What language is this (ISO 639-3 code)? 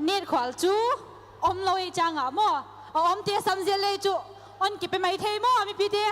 pck